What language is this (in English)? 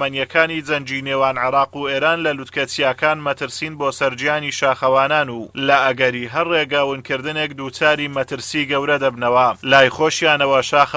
Central Kurdish